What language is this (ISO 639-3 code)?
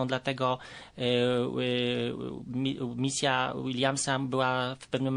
pol